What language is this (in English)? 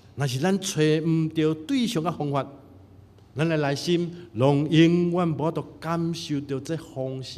Min Nan Chinese